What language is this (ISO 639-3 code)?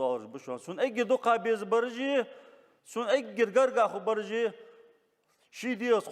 inh